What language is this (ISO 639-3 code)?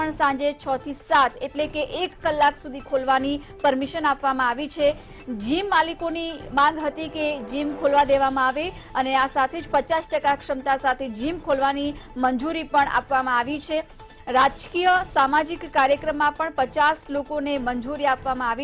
guj